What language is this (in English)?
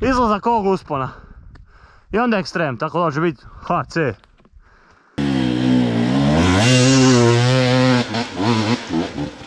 Croatian